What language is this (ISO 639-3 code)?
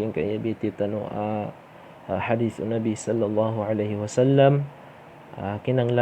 mrw